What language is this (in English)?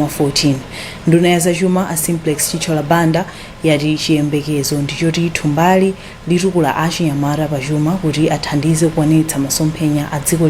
Nyanja